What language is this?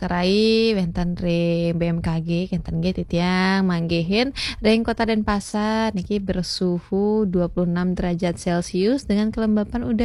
Balinese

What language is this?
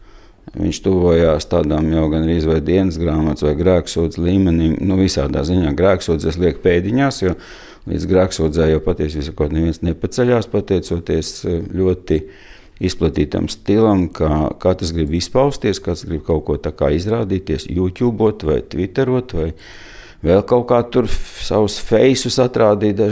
Latvian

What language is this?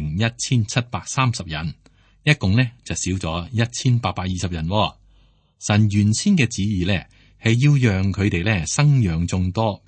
Cantonese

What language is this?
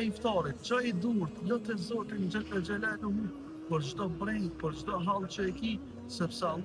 Albanian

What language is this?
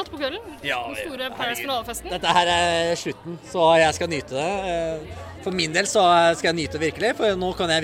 Norwegian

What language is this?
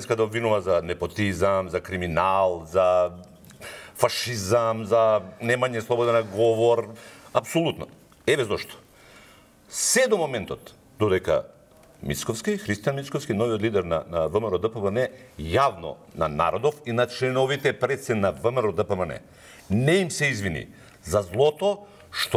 Macedonian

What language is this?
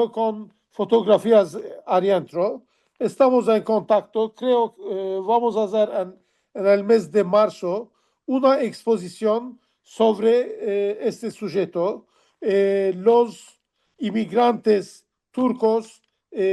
Ladino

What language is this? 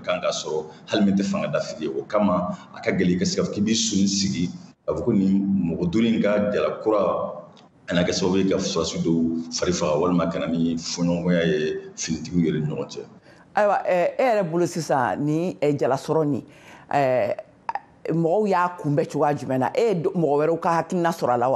Bambara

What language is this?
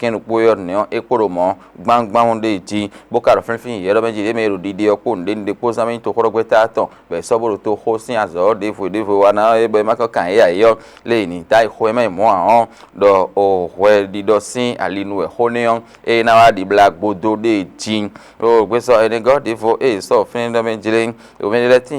Fon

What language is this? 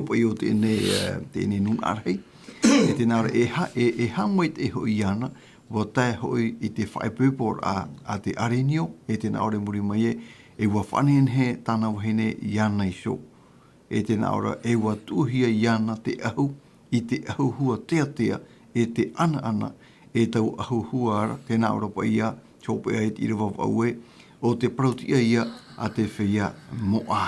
Tahitian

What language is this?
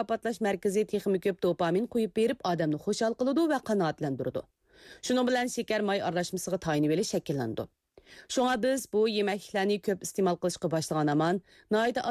Uyghur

